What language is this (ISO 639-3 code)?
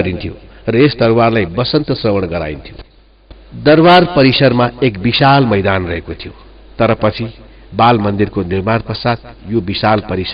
nep